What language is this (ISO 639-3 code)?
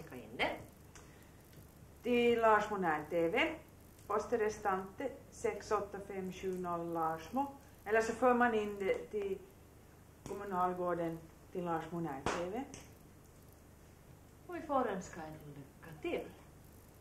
swe